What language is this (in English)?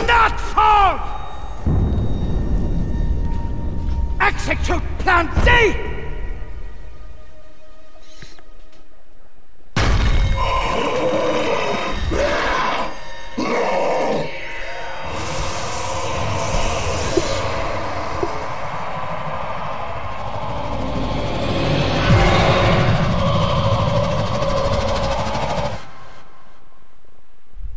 Greek